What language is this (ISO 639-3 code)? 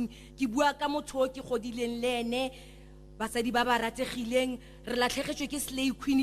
tsn